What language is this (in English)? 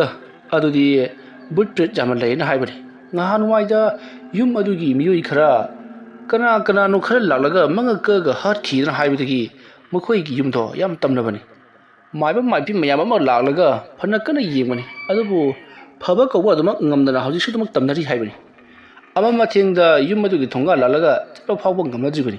Manipuri